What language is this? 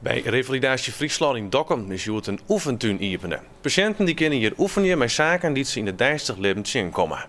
Western Frisian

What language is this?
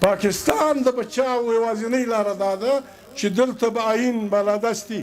Pashto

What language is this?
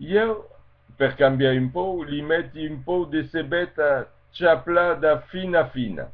Occitan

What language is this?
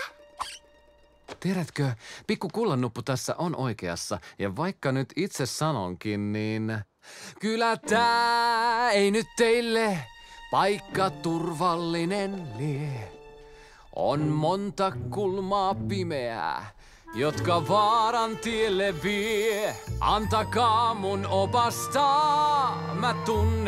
Finnish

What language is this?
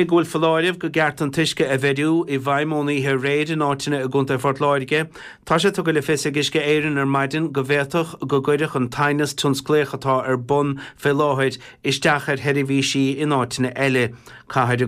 Irish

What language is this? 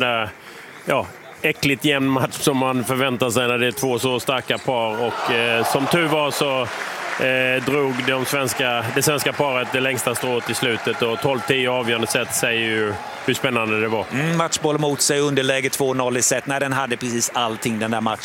Swedish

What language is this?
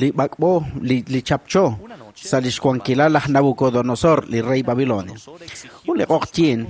Kekchí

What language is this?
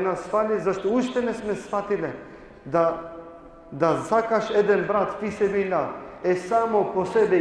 Balkan Romani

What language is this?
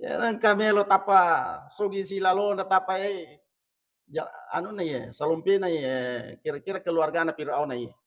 Buginese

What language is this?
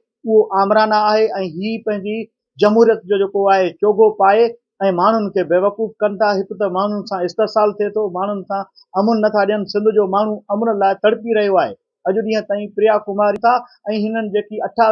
Sindhi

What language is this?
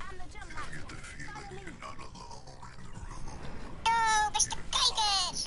Western Frisian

